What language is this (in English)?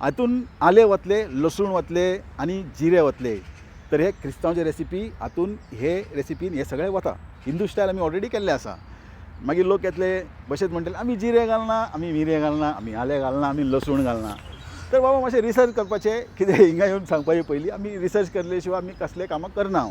Konkani